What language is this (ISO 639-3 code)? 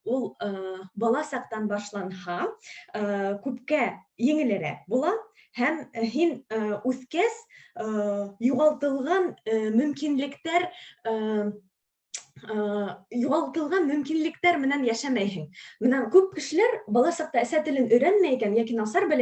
bak